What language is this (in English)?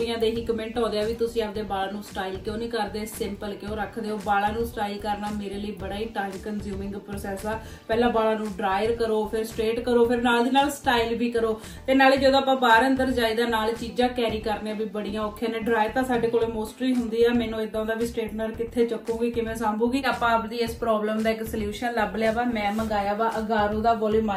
Punjabi